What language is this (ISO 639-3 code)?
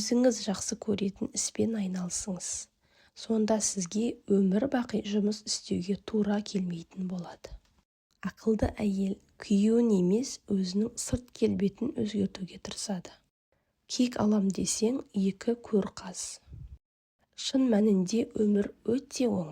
kaz